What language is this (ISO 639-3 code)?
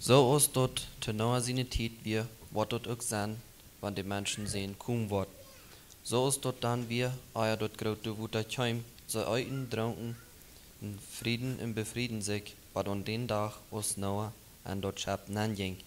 pdt